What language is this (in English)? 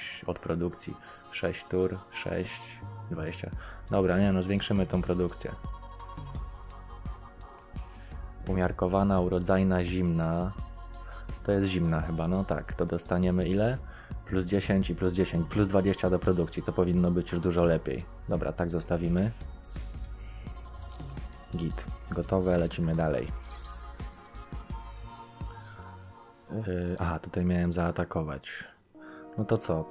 Polish